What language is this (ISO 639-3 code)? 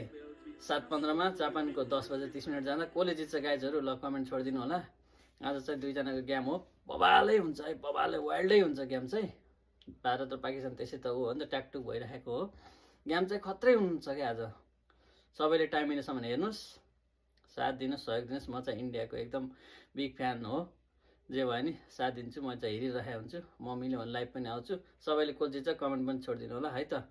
nep